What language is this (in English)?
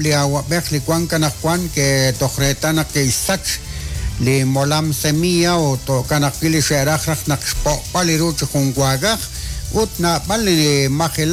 Kekchí